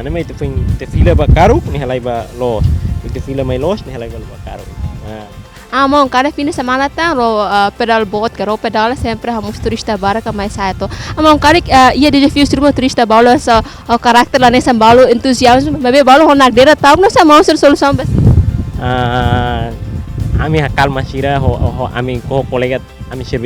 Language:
Tetum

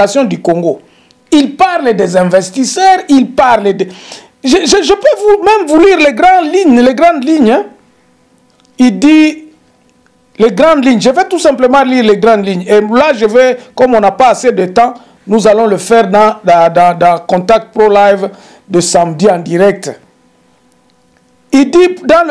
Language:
French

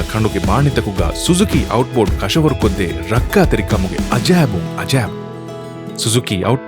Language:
Divehi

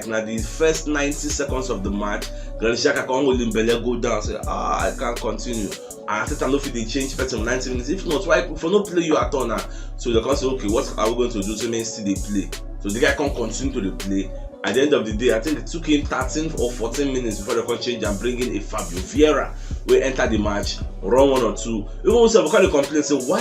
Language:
Nigerian Pidgin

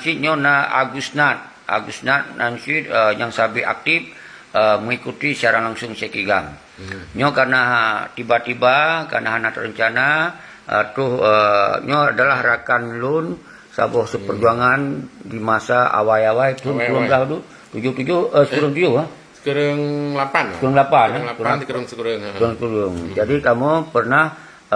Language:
Achinese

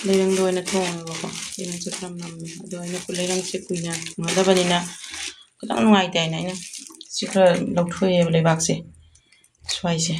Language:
Manipuri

